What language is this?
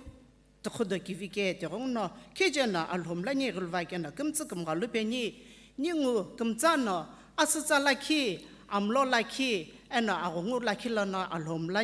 Sumi Naga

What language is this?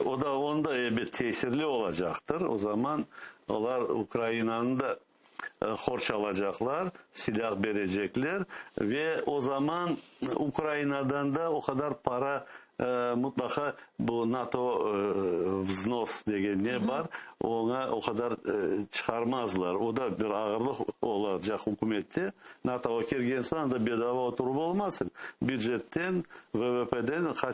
Crimean Tatar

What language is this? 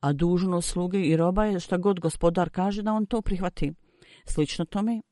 Bosnian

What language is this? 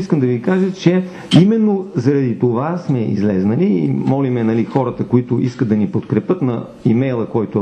Bulgarian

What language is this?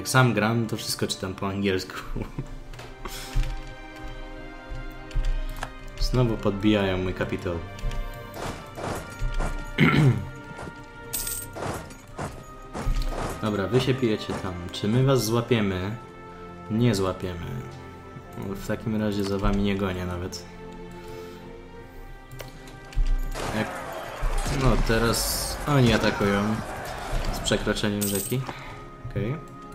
Polish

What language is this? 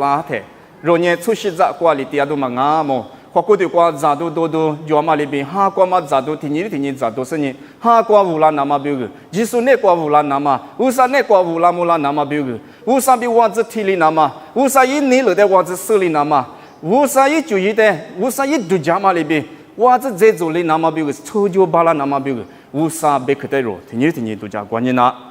Lisu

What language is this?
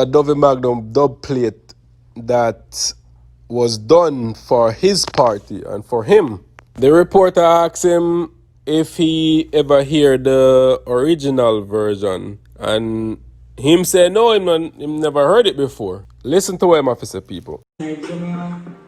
Jamaican Creole English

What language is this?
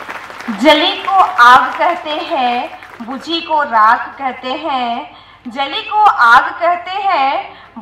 Hindi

